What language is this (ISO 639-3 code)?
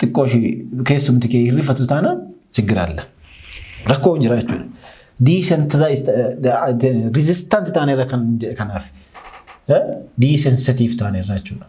orm